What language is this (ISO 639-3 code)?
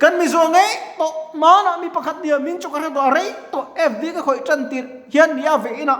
lus